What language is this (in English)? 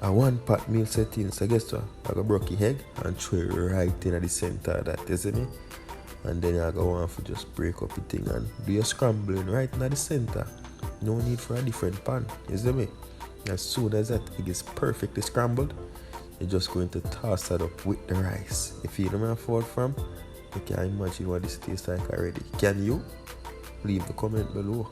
Jamaican Creole English